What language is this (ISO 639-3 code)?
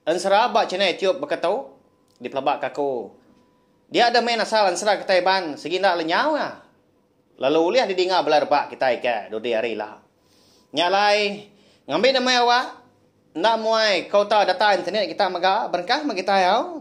iba